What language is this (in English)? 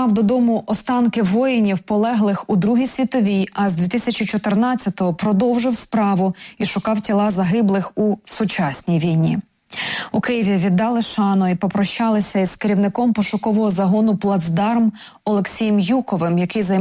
Ukrainian